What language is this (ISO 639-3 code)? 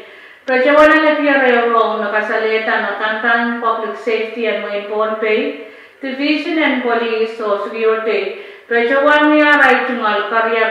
pon